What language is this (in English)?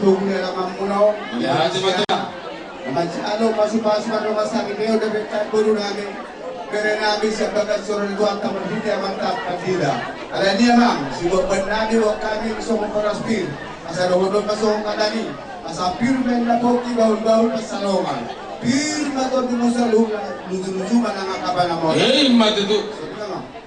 Batak Toba